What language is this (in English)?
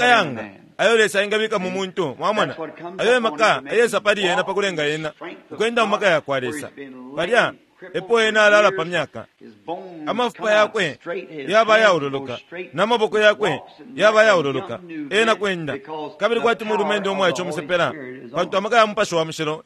Bemba